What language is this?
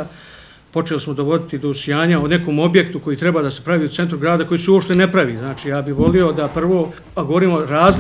Bosnian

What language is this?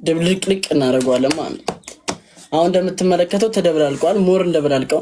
Amharic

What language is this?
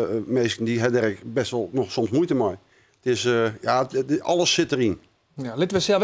Western Frisian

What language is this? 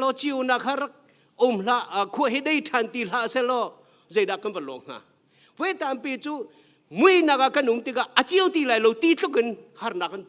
Hakha Chin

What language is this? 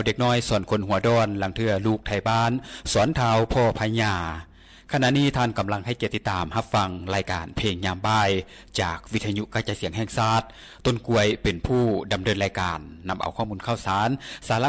Lao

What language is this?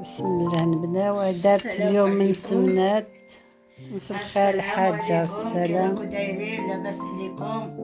Algerian Arabic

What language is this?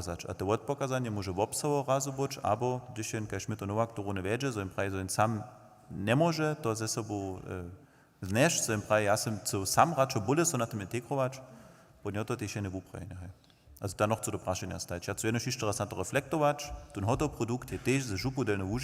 Upper Sorbian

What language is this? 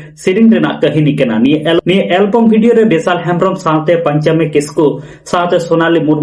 Santali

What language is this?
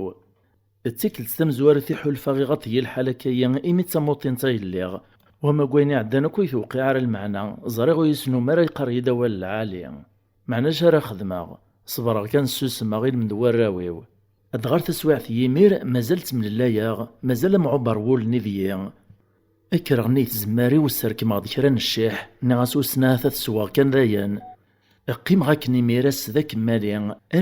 Kabyle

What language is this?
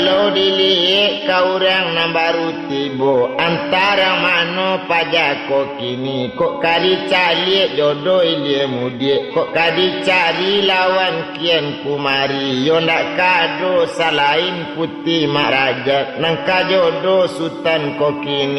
Minangkabau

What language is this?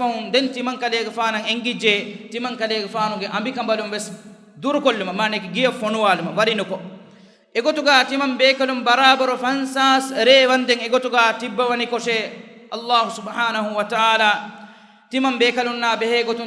Divehi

